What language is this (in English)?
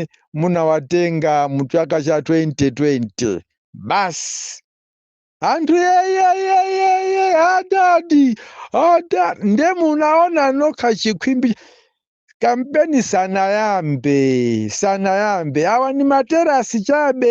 Nyanja